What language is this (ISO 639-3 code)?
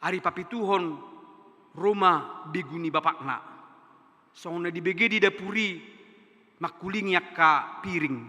bbc